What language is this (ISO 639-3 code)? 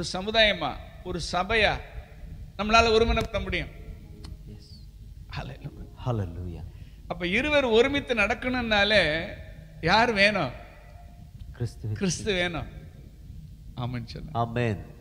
tam